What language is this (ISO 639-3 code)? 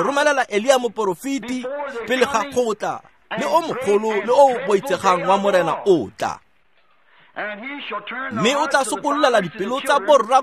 tsn